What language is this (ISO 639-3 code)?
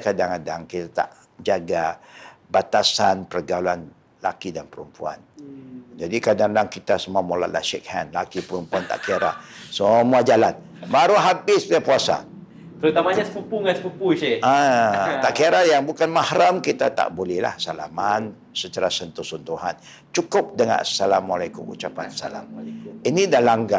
msa